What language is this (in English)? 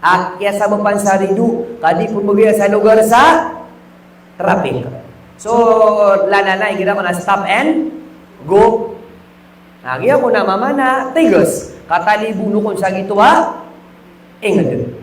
Maranao